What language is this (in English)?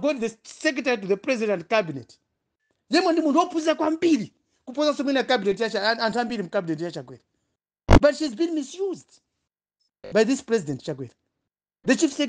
Nyanja